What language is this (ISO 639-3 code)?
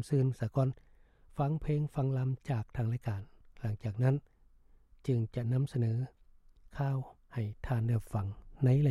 lao